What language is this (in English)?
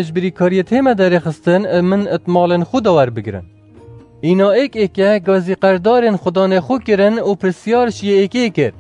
Kurdish